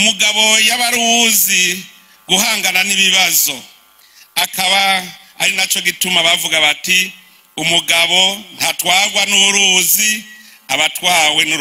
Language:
Rundi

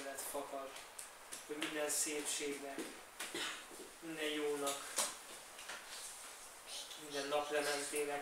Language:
Hungarian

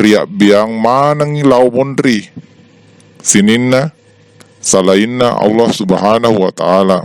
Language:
Buginese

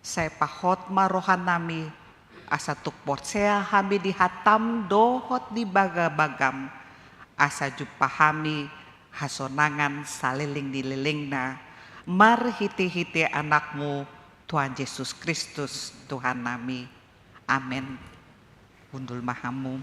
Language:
Batak Toba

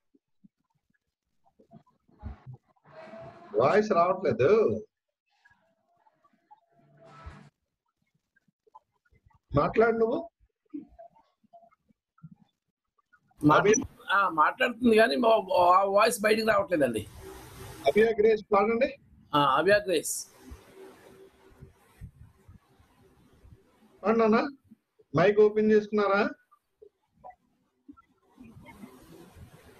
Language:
Telugu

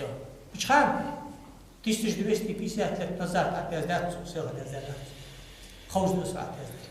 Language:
Ingush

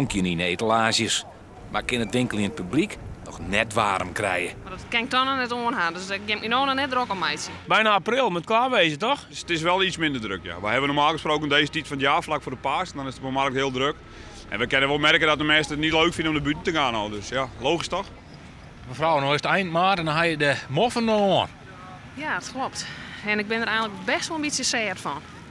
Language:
Western Frisian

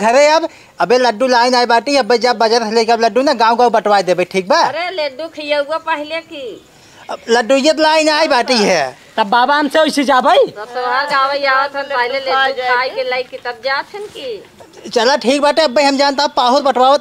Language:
Awadhi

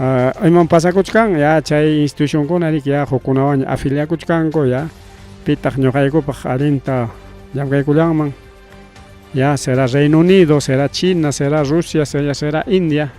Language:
Ayacucho Quechua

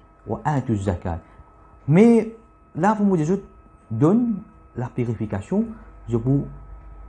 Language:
Morisyen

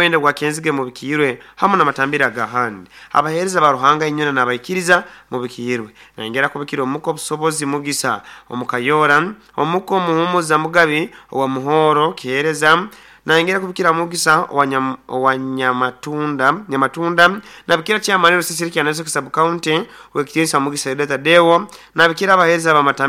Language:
Nyoro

